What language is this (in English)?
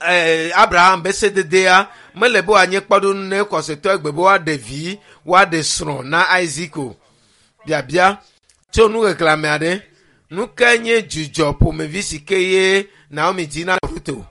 Ewe